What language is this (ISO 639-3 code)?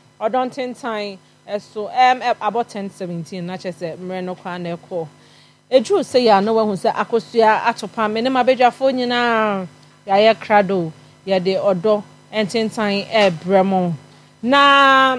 aka